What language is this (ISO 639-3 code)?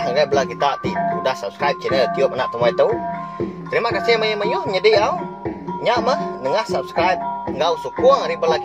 iba